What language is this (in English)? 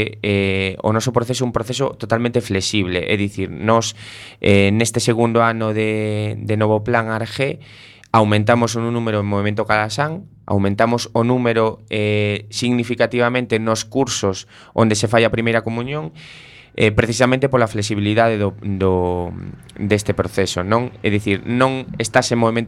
Galician